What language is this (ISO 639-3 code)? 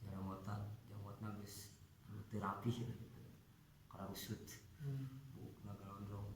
sun